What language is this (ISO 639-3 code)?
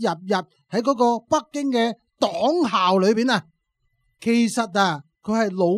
yue